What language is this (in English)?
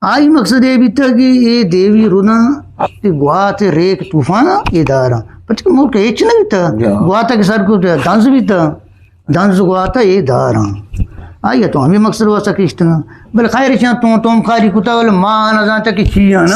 Eastern Balochi